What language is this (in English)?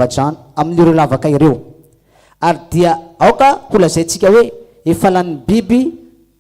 Malagasy